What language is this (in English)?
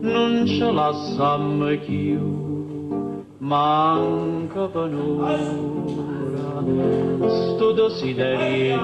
Neapolitan